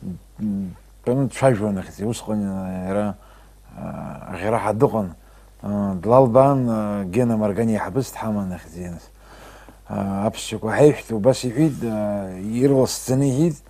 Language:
Abkhazian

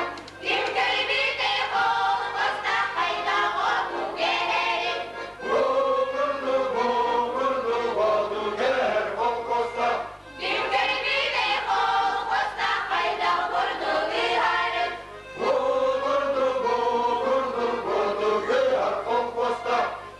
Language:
Yakut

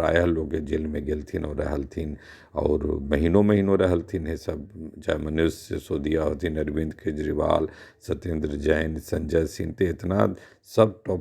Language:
Magahi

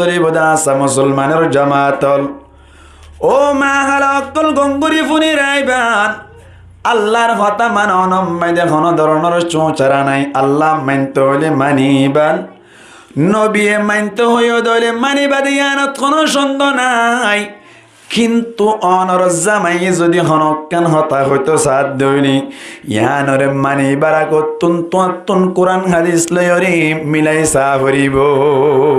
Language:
Rohingya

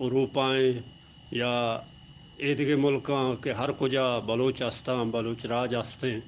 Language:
Eastern Balochi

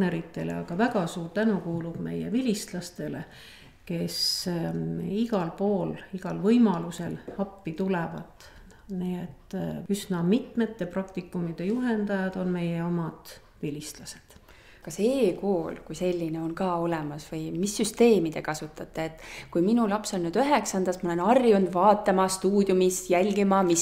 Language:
Estonian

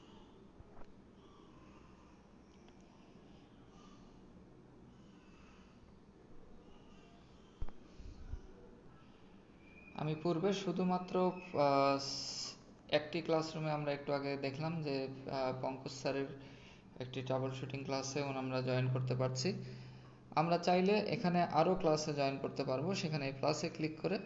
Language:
Bangla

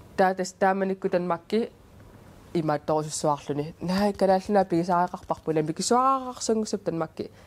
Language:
Kalaallisut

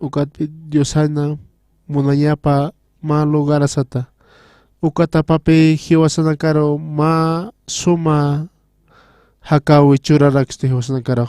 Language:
Aymara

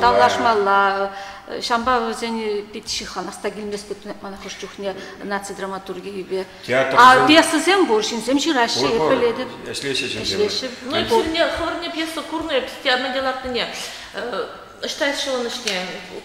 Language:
Chuvash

